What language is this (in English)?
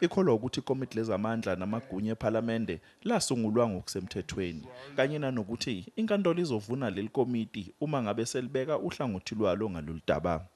Zulu